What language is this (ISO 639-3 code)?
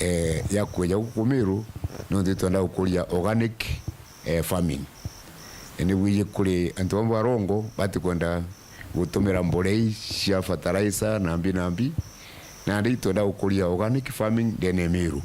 mer